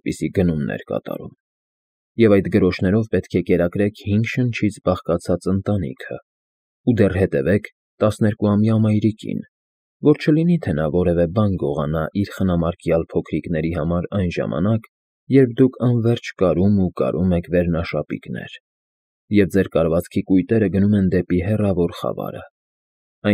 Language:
Armenian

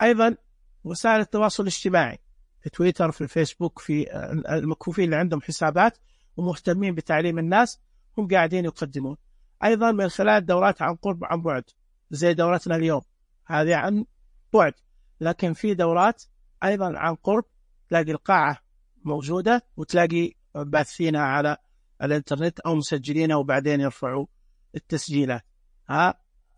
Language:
Najdi Arabic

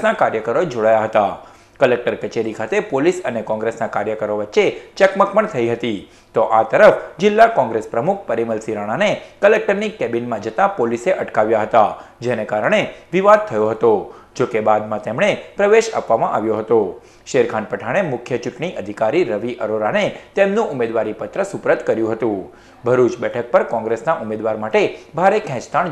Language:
Gujarati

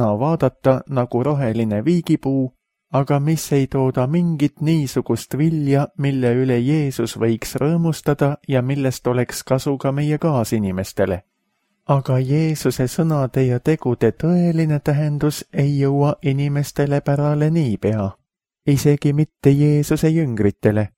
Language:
Estonian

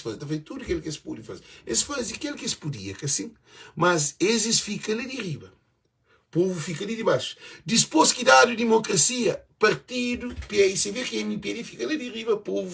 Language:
Kabuverdianu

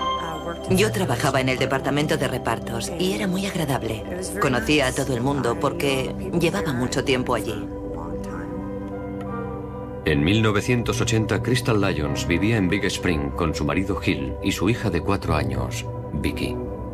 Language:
Spanish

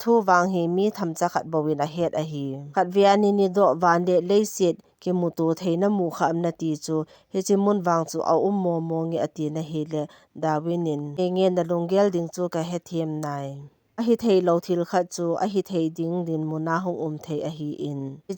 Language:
Thado Chin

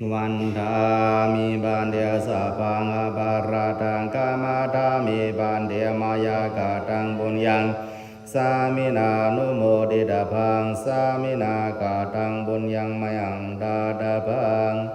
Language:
Pali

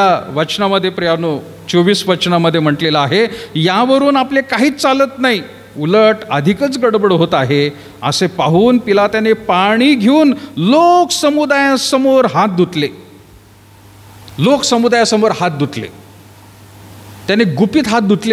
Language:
Marathi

